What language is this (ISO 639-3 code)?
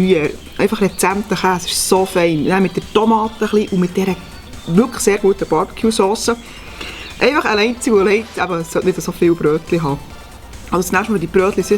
gsw